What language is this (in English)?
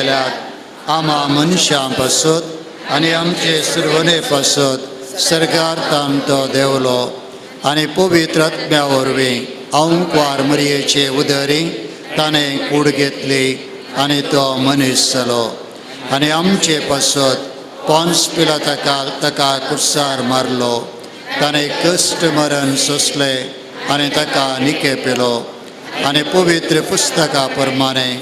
Konkani